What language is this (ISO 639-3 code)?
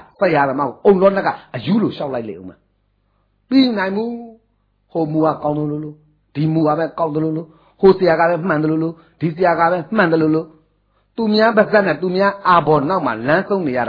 mya